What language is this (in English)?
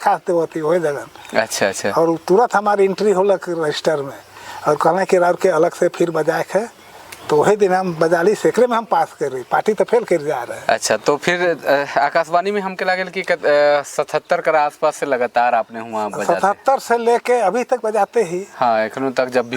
Sadri